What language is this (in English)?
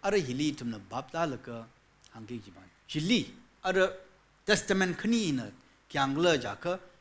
Tangkhul Naga (India)